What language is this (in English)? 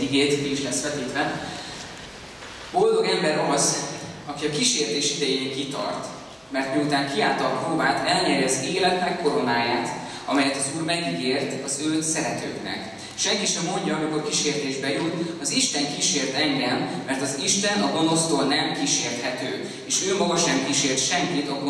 Hungarian